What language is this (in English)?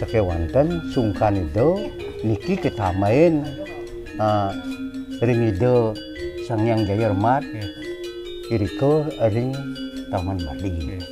Balinese